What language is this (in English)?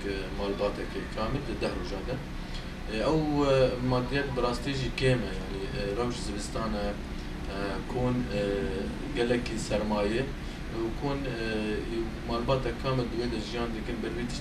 Kurdish